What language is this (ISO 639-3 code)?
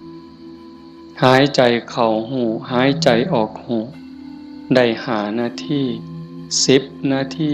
tts